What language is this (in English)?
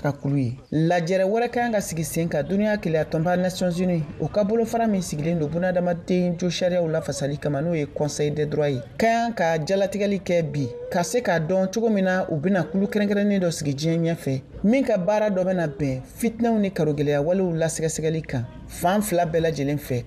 Bambara